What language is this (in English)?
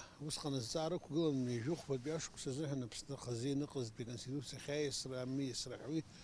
Abkhazian